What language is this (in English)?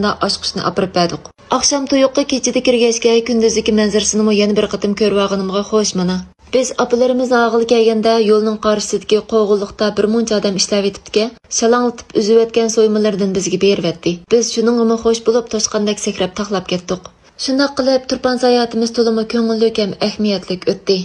Uyghur